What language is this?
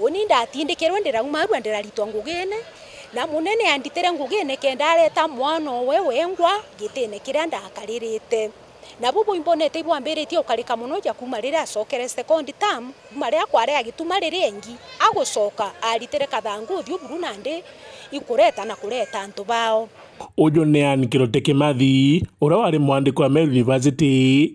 Meru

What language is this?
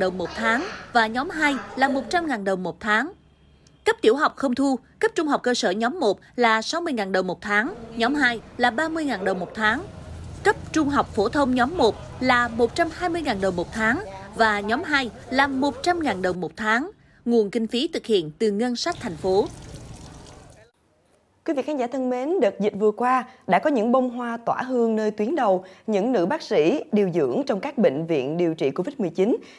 Vietnamese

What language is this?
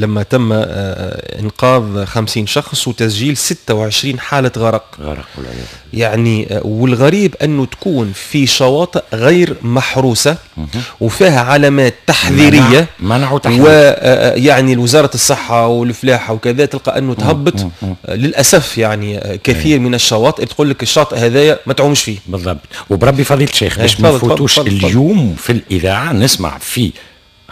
Tunisian Arabic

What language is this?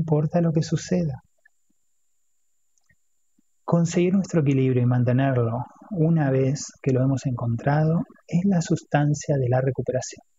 Spanish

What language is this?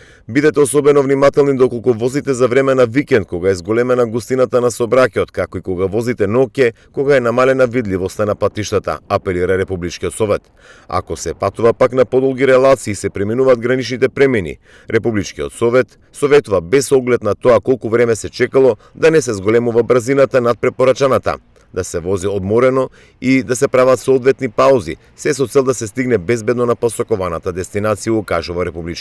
Macedonian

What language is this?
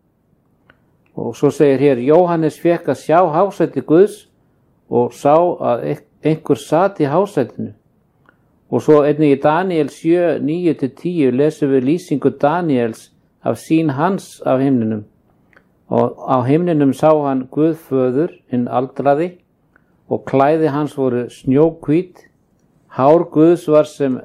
Icelandic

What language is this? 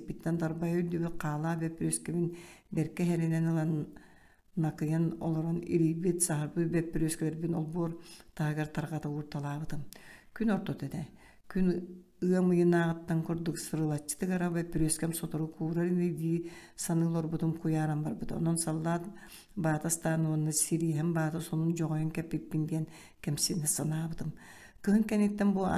Yakut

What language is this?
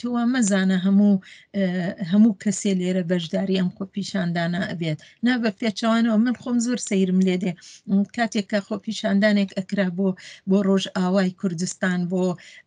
Central Kurdish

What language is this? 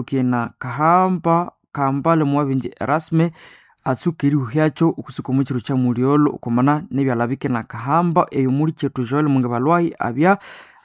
Nande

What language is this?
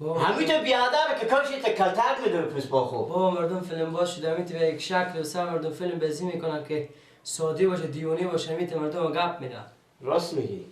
Persian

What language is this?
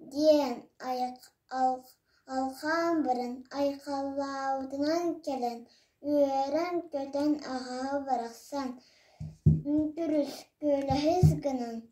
Yakut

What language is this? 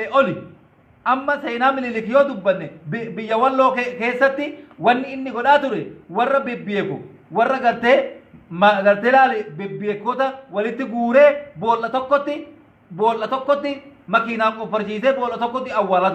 Oromo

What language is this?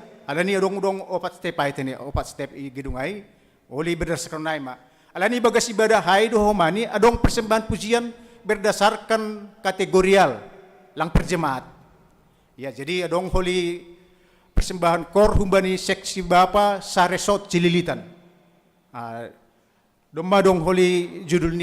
Batak Simalungun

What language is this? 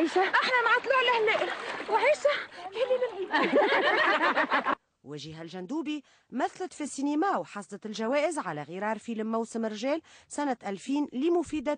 Tunisian Arabic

